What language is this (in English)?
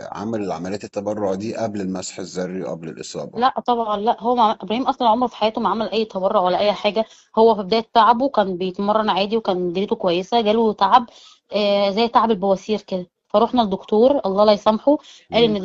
Egyptian Arabic